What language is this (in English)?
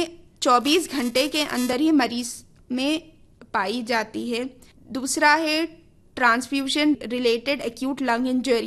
Urdu